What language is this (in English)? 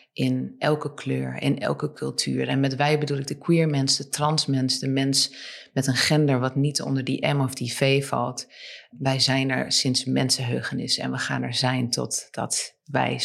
Dutch